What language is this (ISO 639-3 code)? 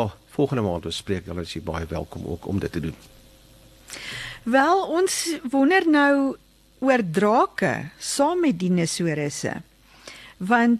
afr